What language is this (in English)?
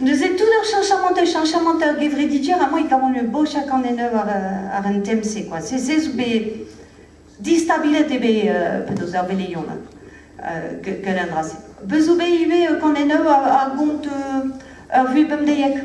Breton